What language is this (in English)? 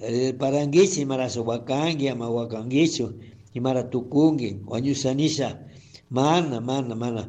Chimborazo Highland Quichua